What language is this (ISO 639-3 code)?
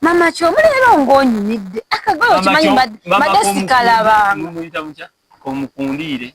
lug